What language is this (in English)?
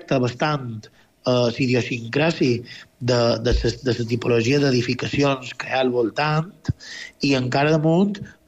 Catalan